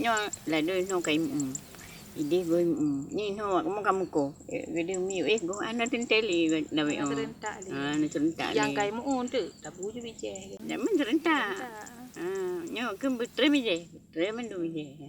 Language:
Achinese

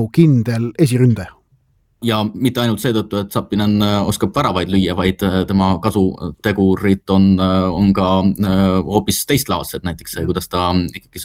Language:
Estonian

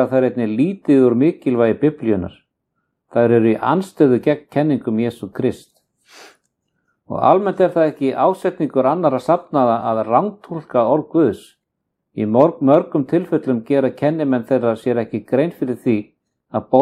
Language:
Icelandic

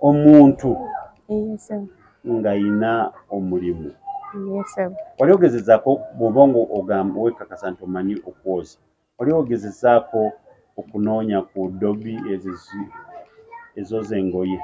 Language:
Ganda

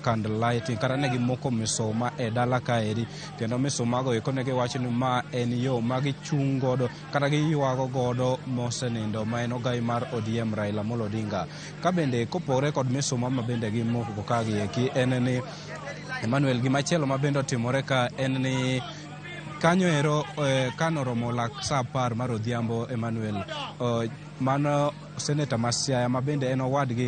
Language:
Luo (Kenya and Tanzania)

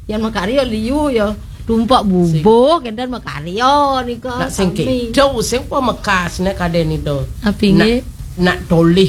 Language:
Balinese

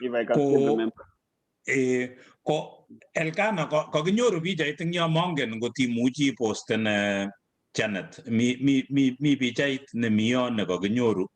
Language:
Kalenjin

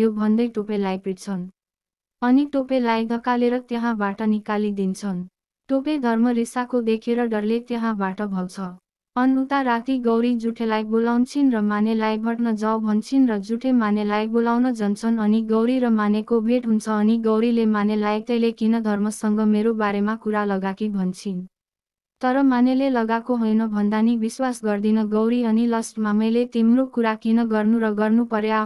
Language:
Nepali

